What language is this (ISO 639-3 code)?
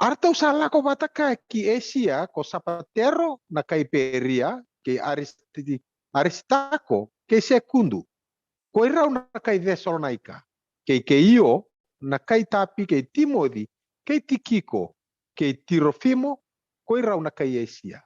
fij